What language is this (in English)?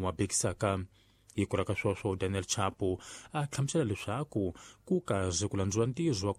Tsonga